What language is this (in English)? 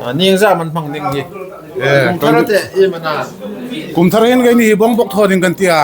Hmar